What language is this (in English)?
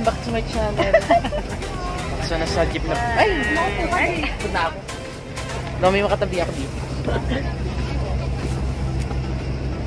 Filipino